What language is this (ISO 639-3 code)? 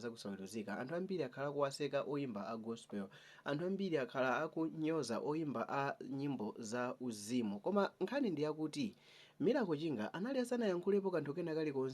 nya